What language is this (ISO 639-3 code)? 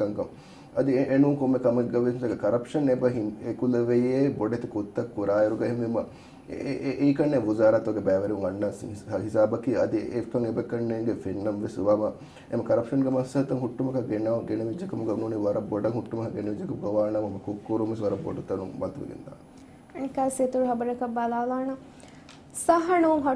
div